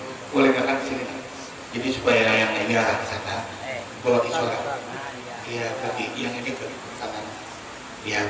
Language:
Banjar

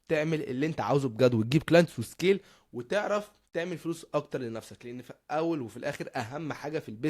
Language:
Egyptian Arabic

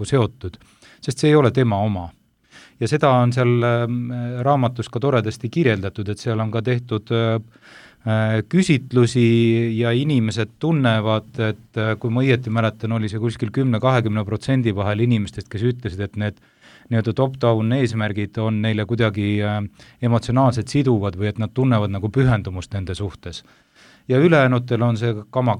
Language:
Estonian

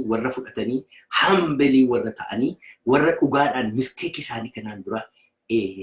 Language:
Oromo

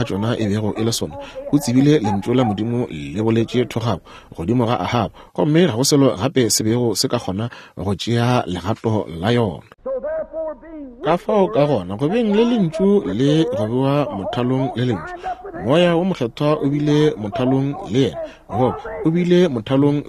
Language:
Northern Sotho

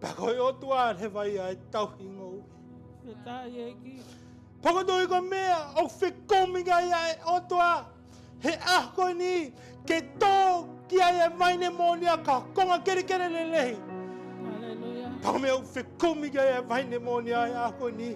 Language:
Tongan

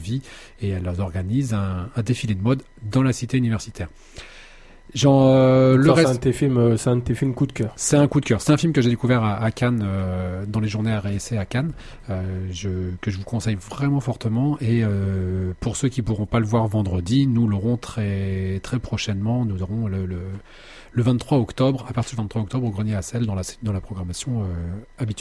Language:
French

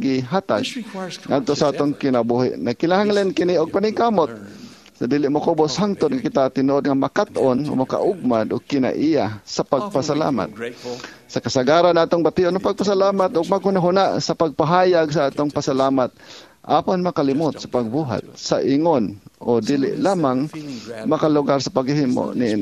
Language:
Cebuano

